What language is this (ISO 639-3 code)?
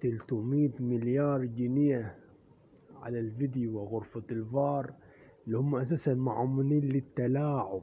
arz